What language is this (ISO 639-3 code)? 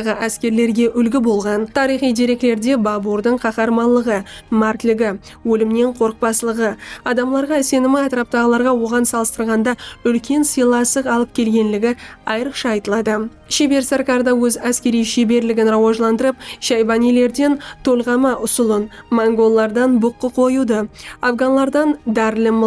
kaa